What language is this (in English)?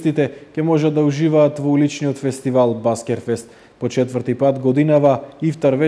Macedonian